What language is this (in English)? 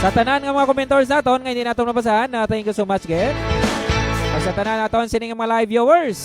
Hiligaynon